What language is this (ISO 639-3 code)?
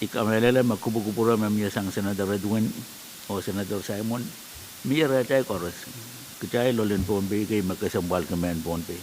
pon